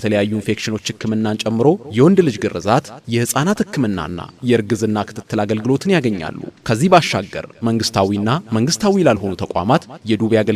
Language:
Amharic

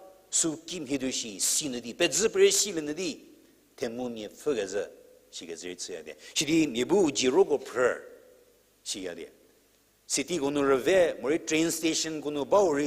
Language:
Angami Naga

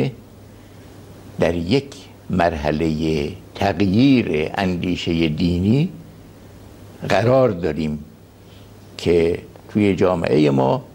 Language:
Persian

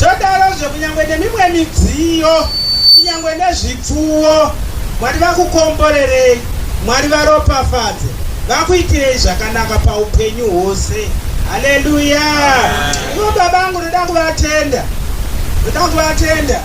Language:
Shona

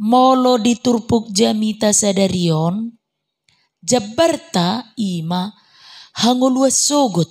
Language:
Batak Toba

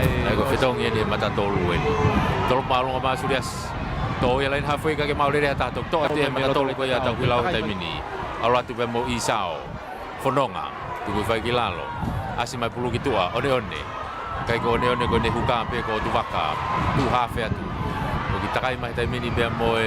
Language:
Tongan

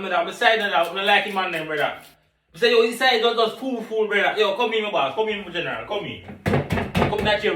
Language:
Jamaican Creole English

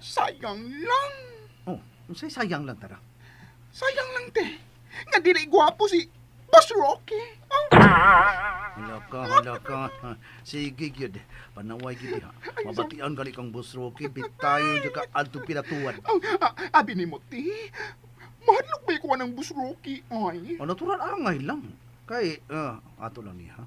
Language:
Cebuano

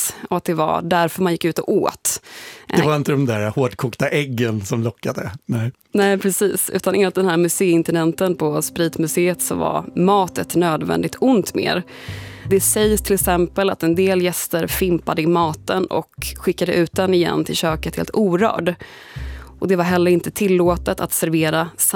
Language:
Swedish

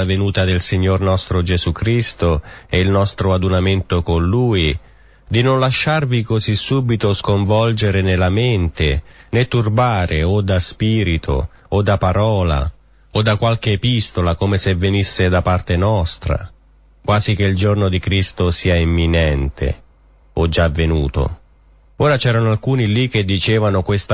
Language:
Italian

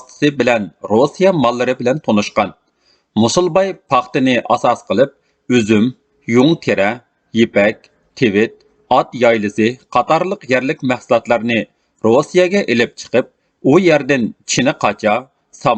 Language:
Uyghur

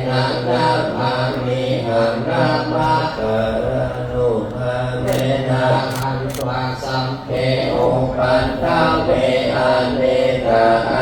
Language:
Pali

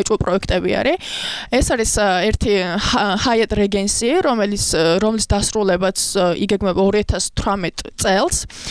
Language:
Georgian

